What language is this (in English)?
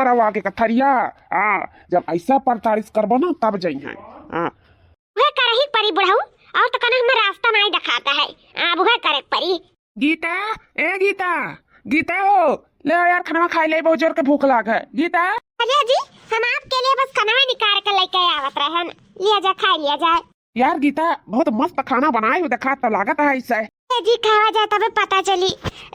Awadhi